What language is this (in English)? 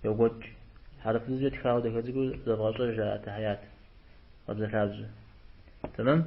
Kabardian